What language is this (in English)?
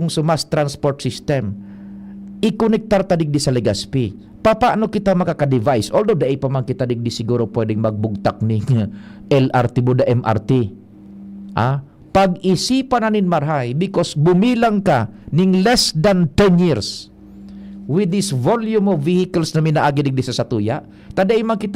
Bikol